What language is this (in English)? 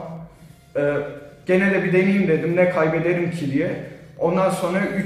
Turkish